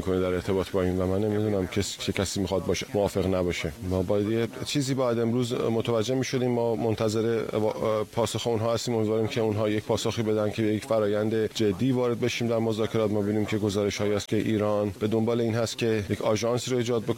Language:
Persian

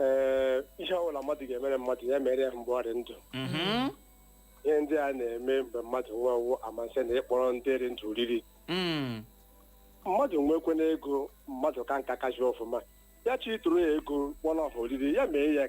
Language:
Igbo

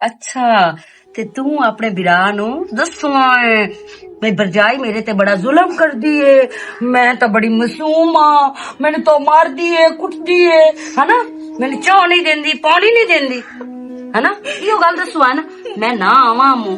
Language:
Western Panjabi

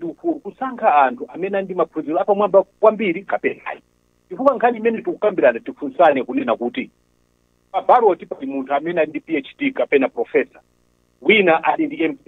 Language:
Nyanja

